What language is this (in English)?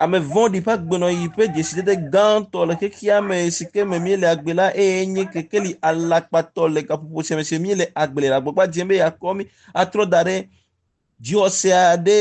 Ewe